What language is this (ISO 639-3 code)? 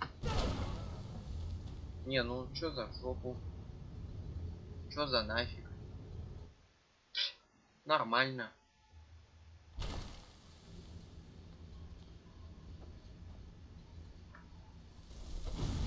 rus